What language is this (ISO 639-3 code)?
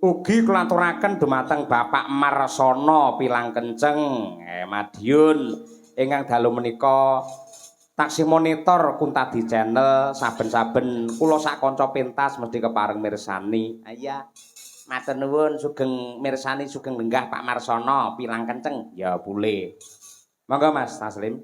jav